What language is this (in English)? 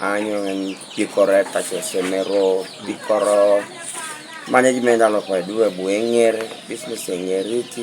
Teso